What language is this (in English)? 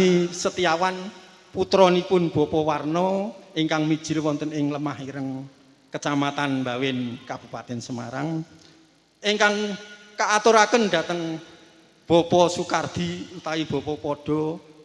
Javanese